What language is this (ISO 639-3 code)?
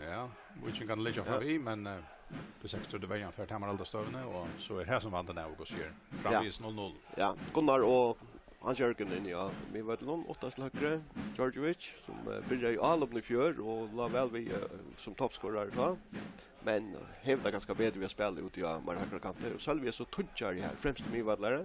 fao